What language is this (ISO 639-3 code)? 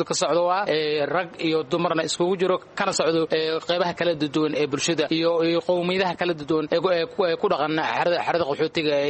som